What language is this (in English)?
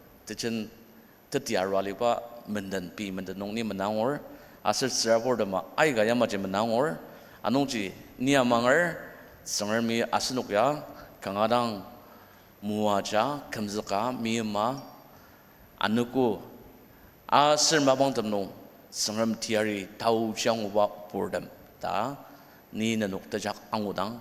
Ao Naga